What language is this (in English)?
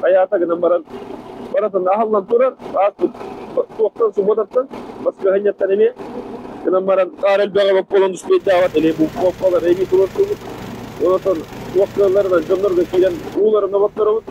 Yakut